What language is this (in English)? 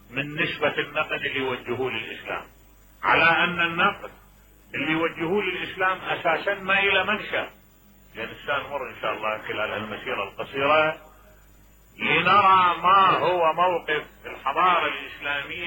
Mesopotamian Arabic